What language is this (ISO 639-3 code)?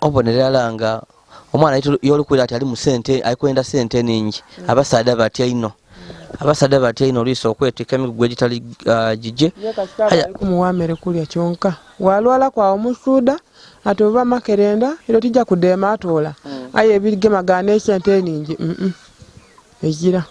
lug